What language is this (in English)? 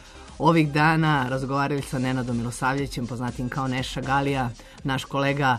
Serbian